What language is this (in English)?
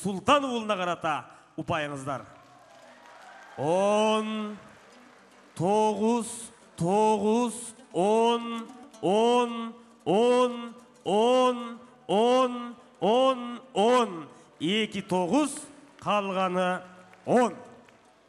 Kazakh